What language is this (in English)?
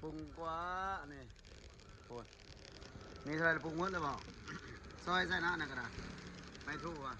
Lao